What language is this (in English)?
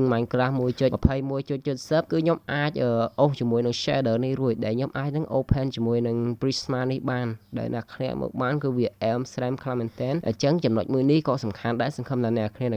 Khmer